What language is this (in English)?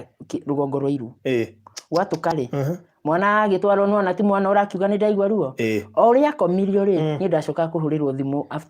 Kikuyu